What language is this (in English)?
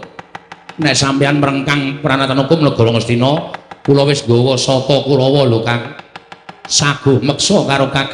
Javanese